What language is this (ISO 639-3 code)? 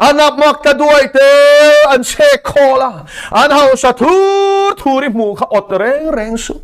lus